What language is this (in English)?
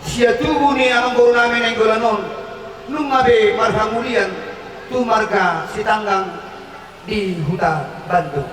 Batak Toba